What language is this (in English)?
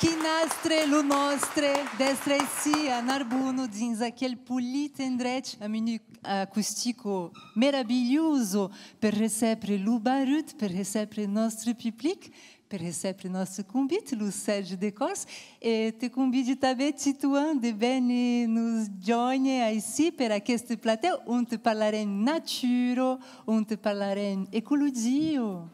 Occitan